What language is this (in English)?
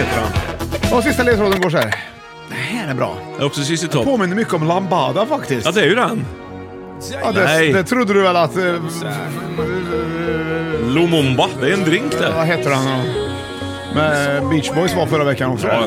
Swedish